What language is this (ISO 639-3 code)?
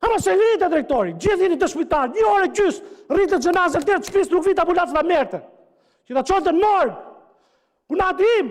sqi